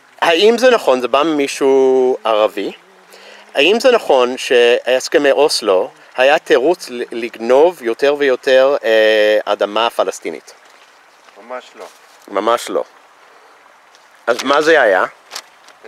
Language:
Hebrew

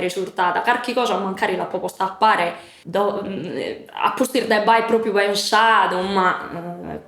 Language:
Sardinian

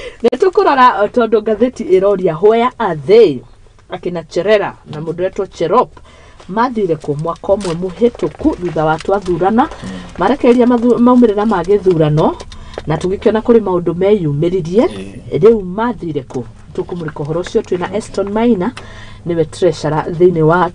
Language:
Kikuyu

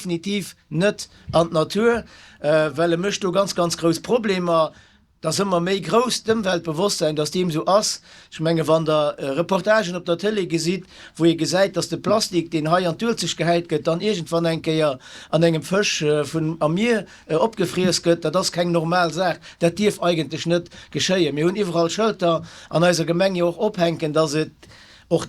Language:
Luxembourgish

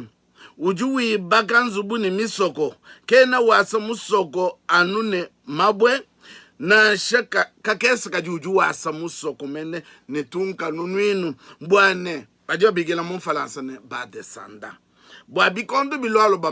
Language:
Luba-Lulua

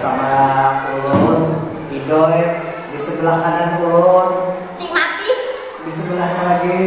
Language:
Banjar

